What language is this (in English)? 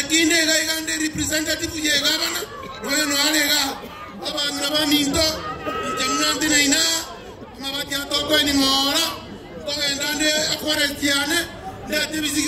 Gusii